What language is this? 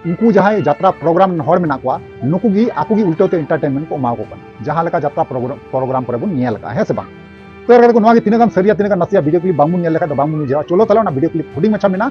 Santali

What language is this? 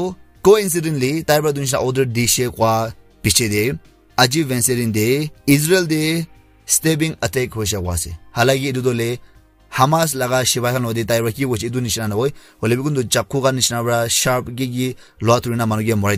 Naga Pidgin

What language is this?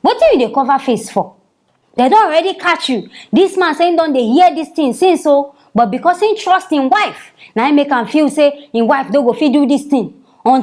Nigerian Pidgin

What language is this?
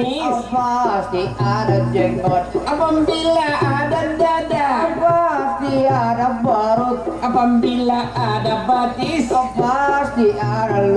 Banjar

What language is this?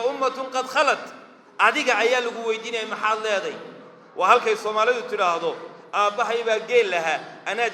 Somali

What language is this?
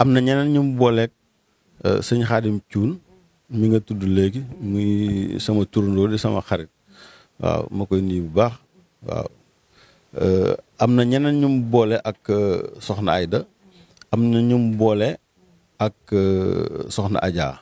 Wolof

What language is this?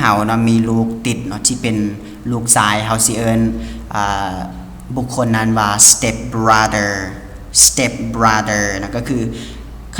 Lao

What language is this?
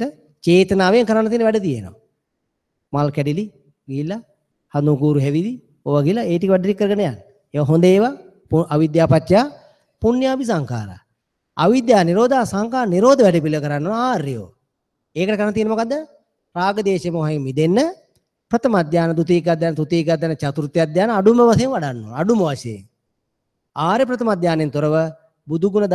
Sinhala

